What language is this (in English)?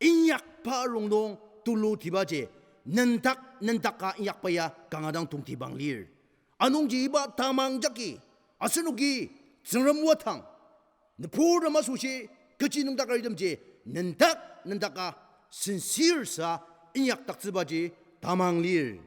Ao Naga